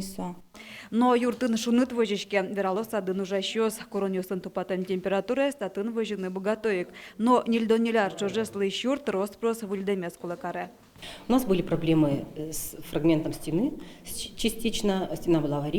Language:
Udmurt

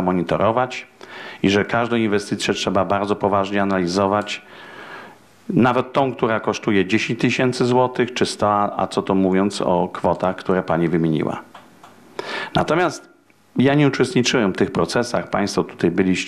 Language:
Polish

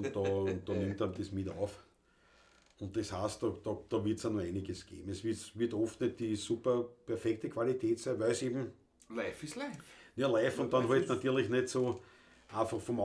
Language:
Bavarian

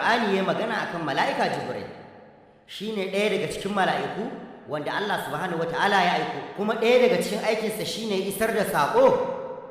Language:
Hausa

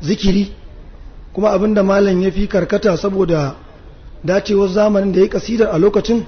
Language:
Hausa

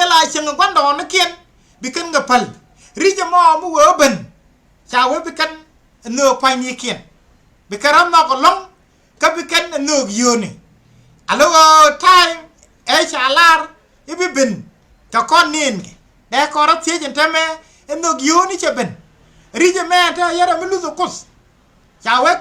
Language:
Nuer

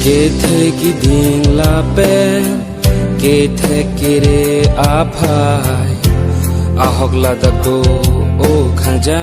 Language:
Karbi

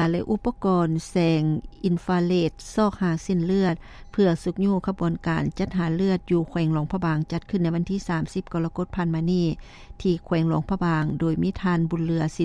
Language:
Lao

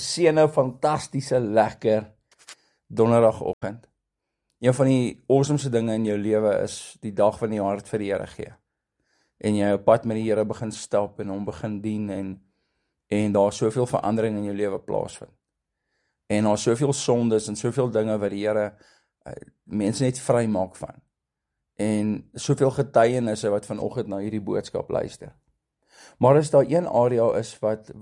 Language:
Afrikaans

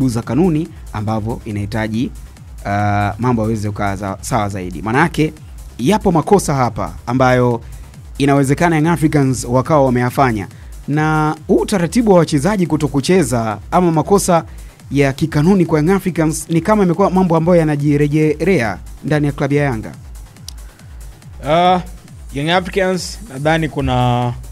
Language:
Swahili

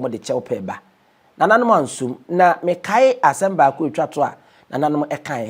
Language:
Akan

